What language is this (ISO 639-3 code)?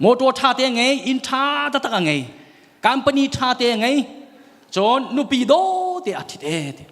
cnh